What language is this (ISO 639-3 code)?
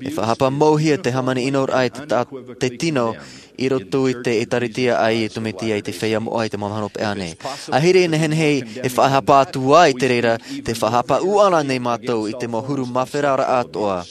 tah